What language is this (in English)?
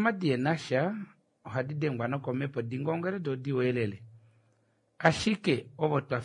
Kuanyama